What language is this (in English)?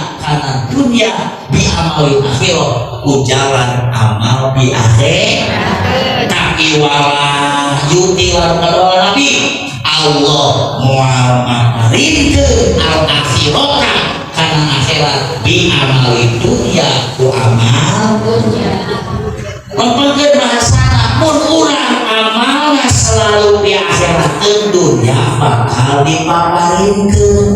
Sundanese